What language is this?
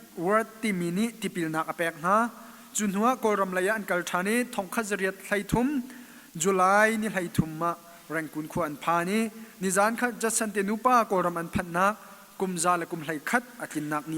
Hakha Chin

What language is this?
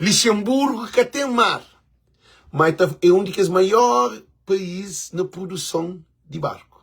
Kabuverdianu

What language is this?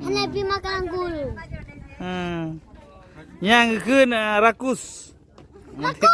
Achinese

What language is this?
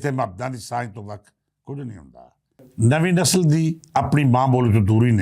Western Panjabi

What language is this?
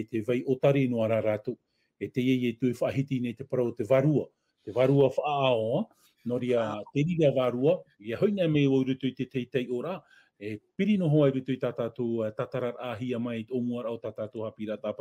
Tahitian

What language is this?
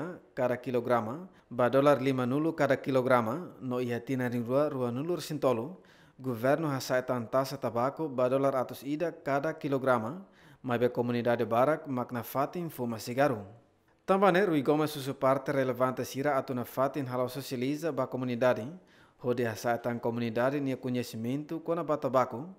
Tetum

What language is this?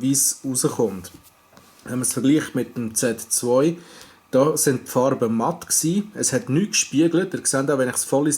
Swiss German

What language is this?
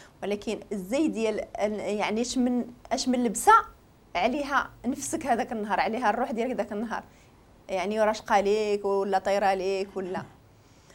Moroccan Arabic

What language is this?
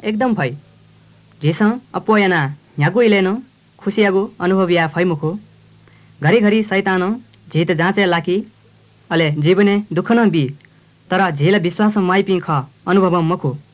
Newari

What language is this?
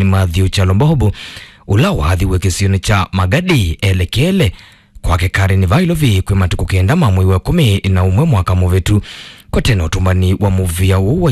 Kamba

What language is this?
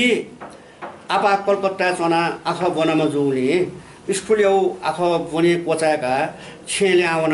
Newari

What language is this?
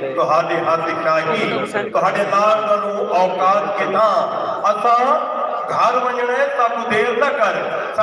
Saraiki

